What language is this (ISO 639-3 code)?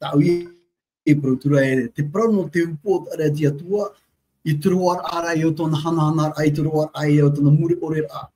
tah